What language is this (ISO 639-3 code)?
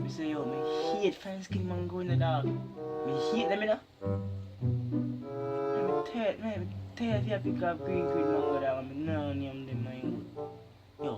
jam